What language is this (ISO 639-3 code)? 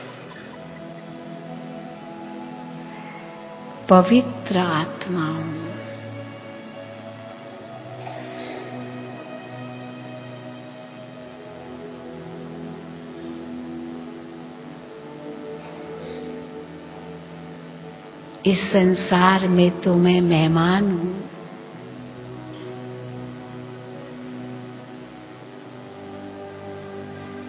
hin